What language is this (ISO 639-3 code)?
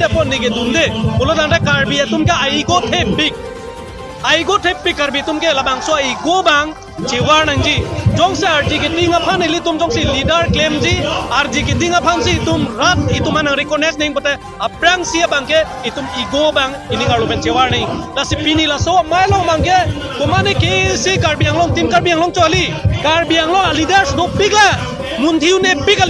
mjw